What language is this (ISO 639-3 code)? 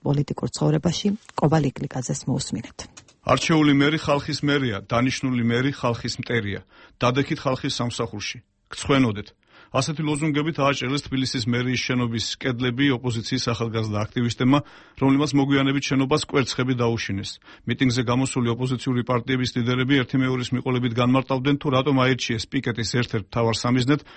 kat